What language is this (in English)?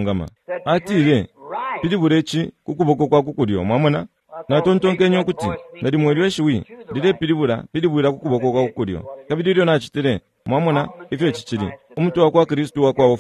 Bemba